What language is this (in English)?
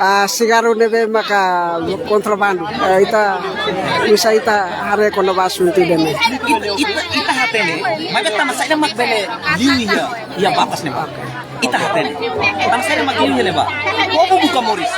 Tetum